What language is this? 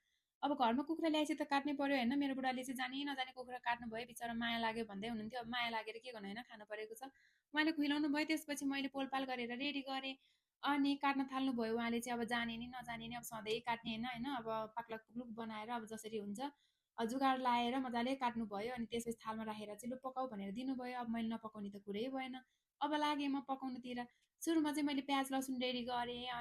Nepali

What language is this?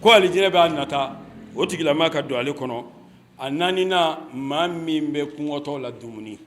Bambara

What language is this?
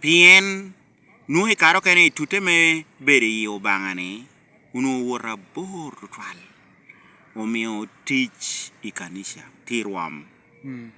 Lango (Uganda)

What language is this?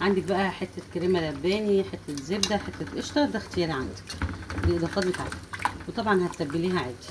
Egyptian Arabic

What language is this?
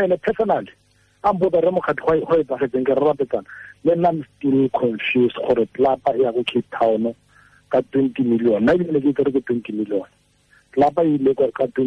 Tswana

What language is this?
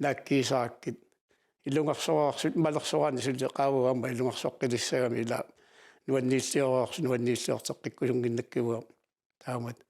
Kalaallisut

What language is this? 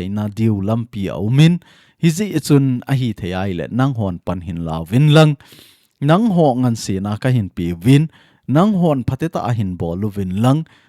Thado Chin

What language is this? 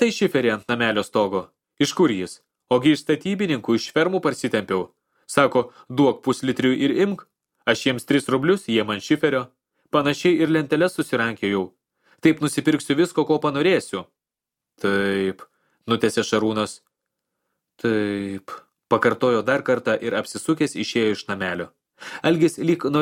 Lithuanian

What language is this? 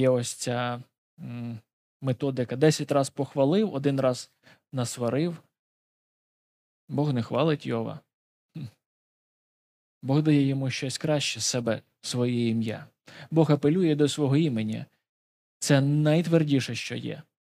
Ukrainian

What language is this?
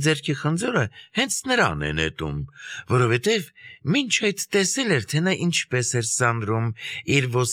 Armenian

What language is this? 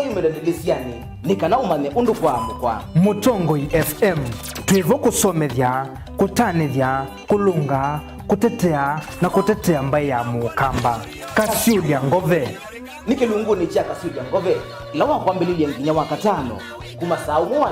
Kamba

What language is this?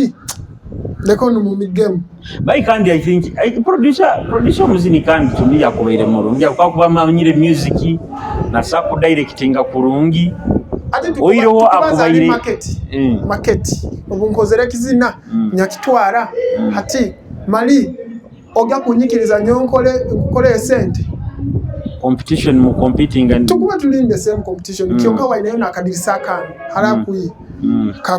Nyoro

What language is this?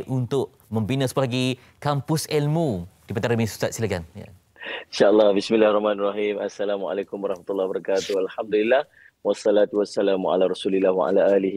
Malay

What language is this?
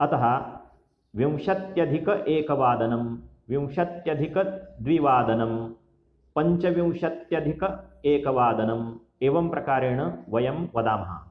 Sanskrit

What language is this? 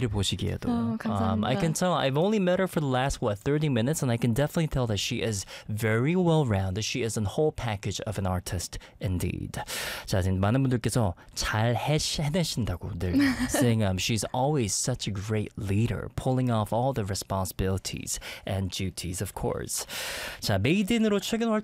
Korean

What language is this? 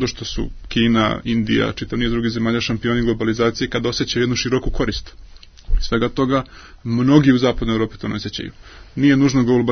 Serbian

